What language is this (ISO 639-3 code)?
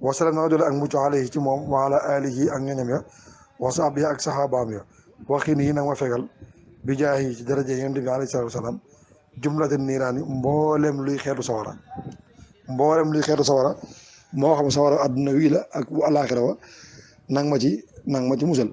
wol